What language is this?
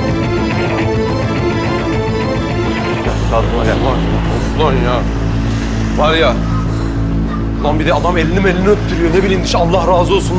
Turkish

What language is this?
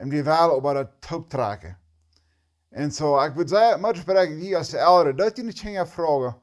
Plautdietsch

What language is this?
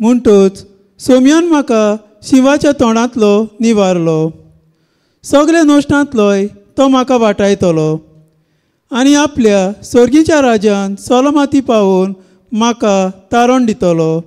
Konkani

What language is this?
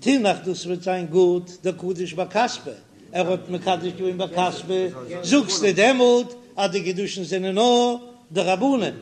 Yiddish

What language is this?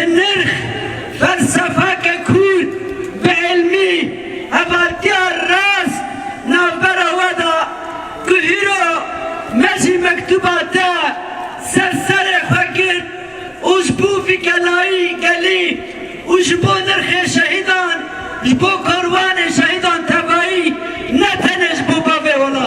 Kurdish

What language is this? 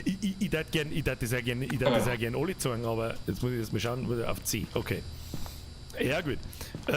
Bavarian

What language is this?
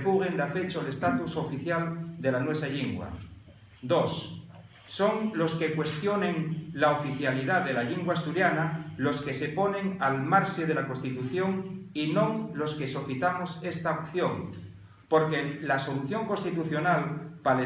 Asturian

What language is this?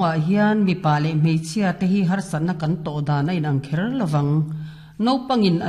Mizo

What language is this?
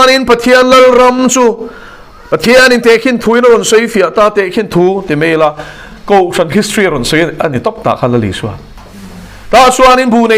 Mizo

